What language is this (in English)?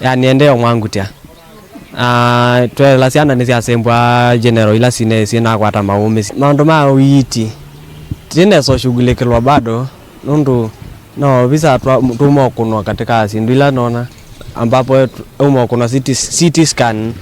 Kamba